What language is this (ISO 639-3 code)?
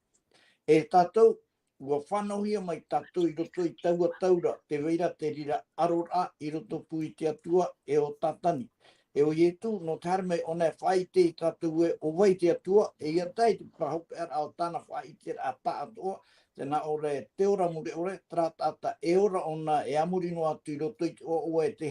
tah